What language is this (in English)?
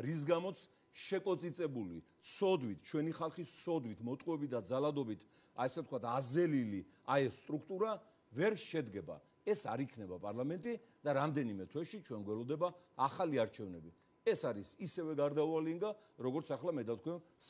Georgian